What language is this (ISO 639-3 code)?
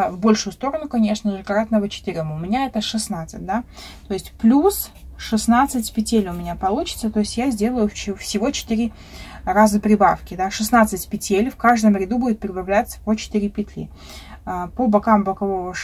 rus